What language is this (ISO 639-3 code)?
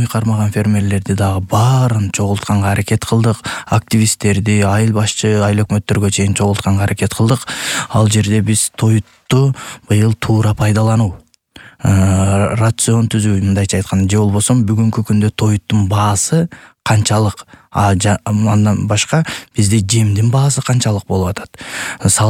kir